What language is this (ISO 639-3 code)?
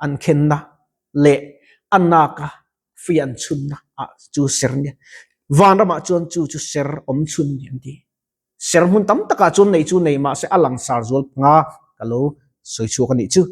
lus